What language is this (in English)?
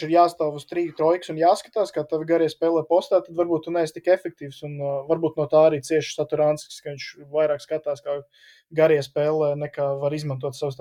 Latvian